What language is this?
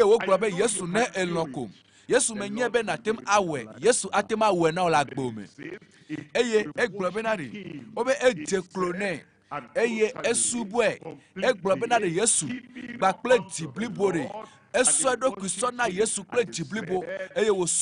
Ewe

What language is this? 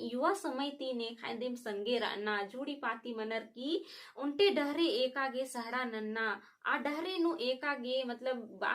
Kurukh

